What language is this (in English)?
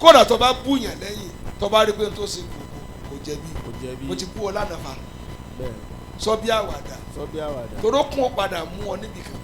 Yoruba